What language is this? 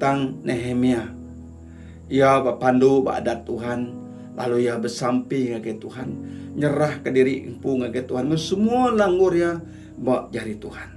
Iban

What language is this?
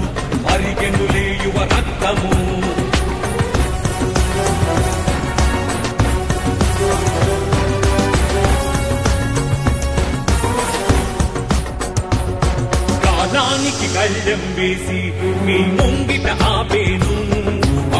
Telugu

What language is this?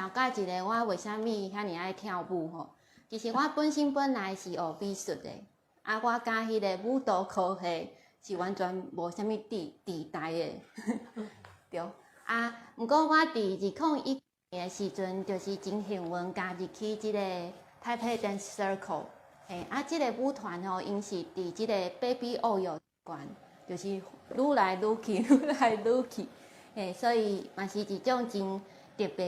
Min Nan Chinese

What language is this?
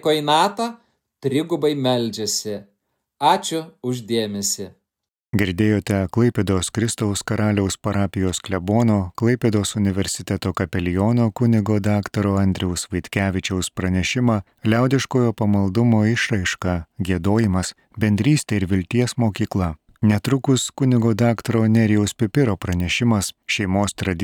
Lithuanian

